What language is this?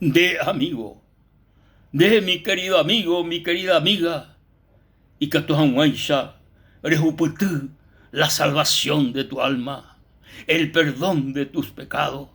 Guarani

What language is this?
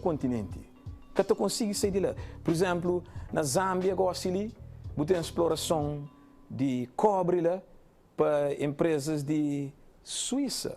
Kabuverdianu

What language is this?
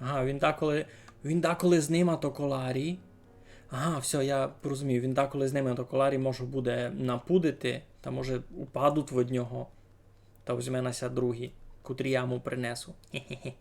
Rusyn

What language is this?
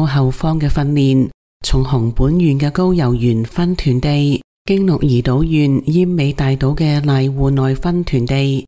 Cantonese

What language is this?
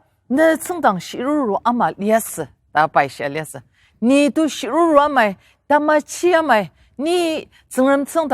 Ao Naga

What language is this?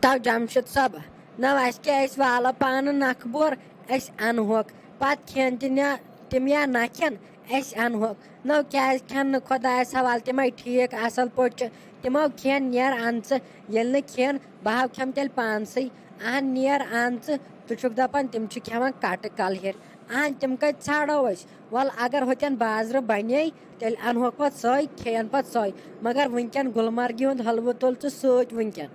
Kashmiri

